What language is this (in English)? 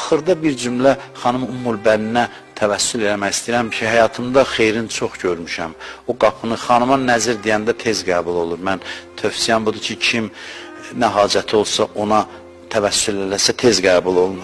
Azerbaijani